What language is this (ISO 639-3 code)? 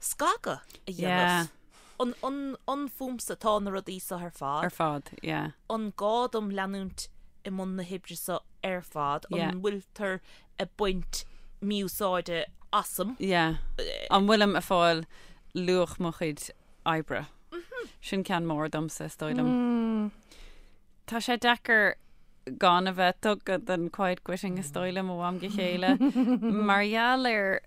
gle